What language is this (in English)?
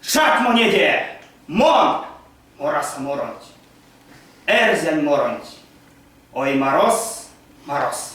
Erzya